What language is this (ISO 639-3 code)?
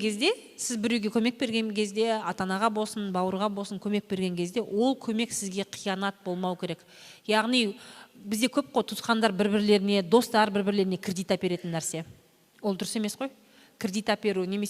kaz